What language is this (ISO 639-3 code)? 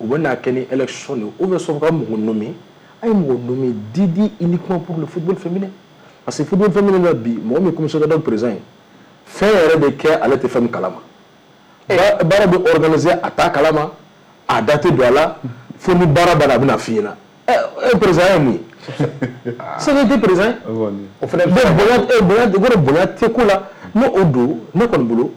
bam